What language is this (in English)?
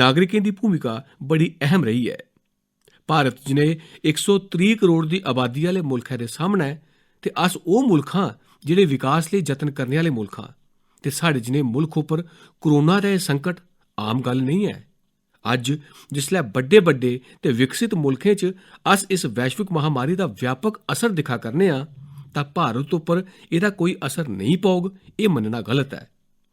Dogri